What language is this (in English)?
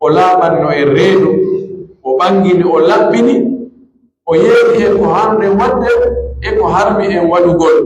Pular